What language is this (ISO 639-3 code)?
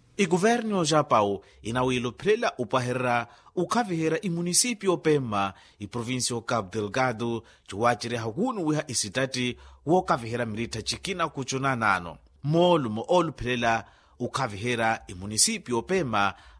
vmw